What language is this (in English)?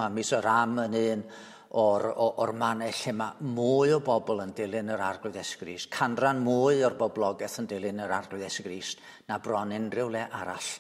Welsh